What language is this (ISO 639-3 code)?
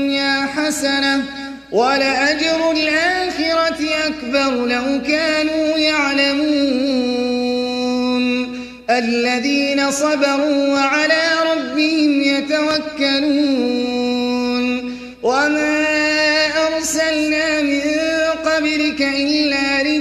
ara